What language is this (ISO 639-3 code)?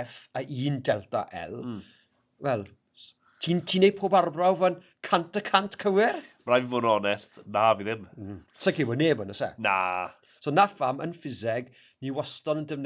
cym